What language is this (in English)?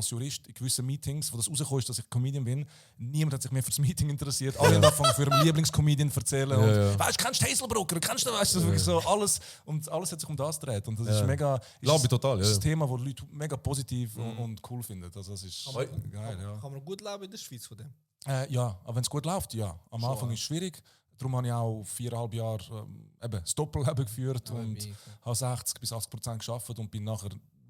Swiss German